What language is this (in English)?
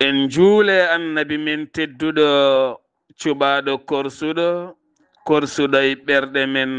Fula